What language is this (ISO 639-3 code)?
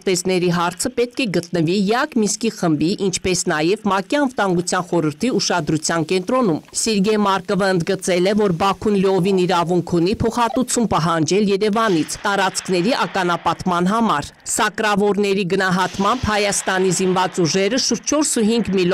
hye